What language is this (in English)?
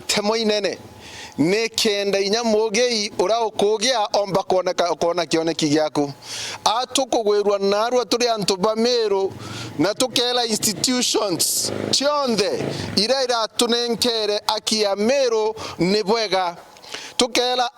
Meru